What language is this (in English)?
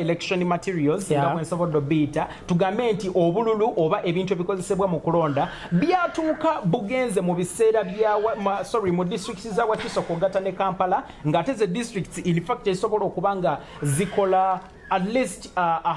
Ganda